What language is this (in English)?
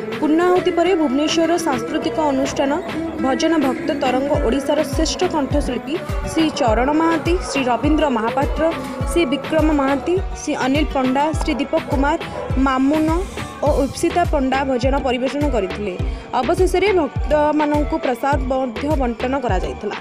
Odia